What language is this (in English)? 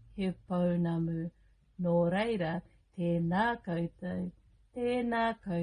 Māori